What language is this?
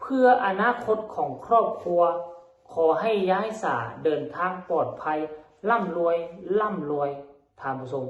Northeastern Thai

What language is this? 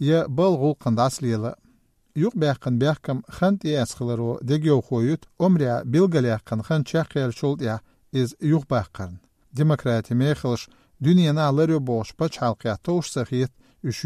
Chechen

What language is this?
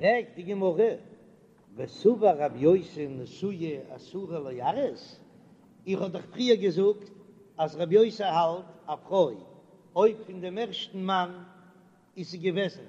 Yiddish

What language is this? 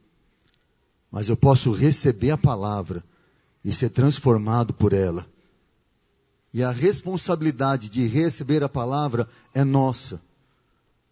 Portuguese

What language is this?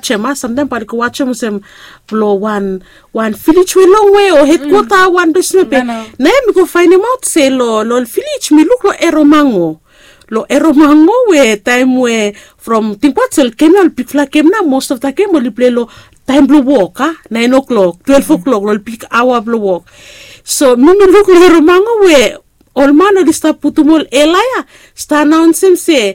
Bislama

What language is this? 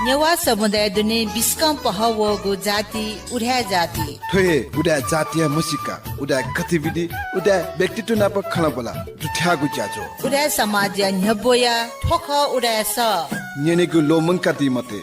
Newari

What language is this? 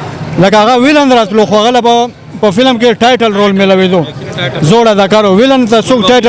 Pashto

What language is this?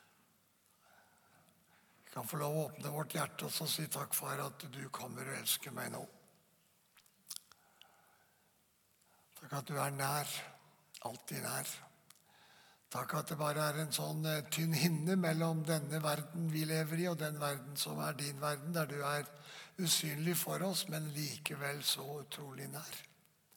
Norwegian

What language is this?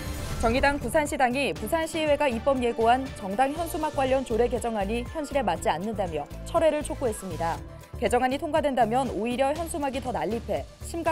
Korean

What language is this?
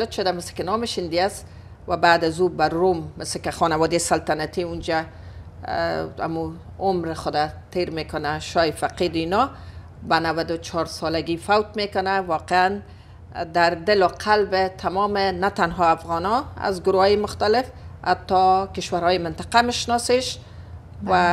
Persian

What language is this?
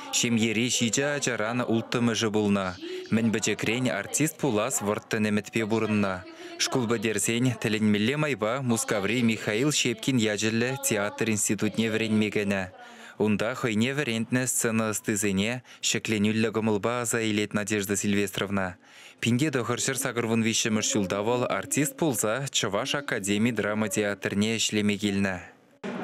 Chuvash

